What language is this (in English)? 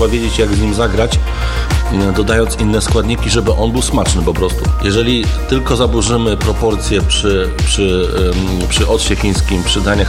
Polish